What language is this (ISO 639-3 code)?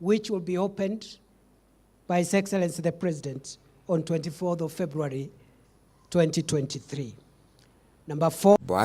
mer